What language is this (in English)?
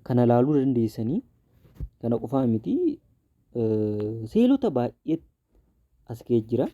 Oromo